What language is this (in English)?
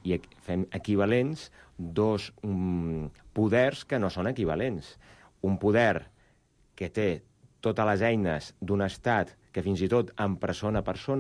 Catalan